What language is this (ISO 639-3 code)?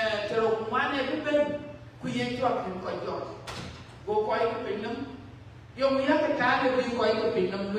din